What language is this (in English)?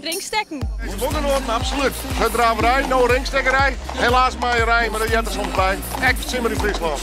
Western Frisian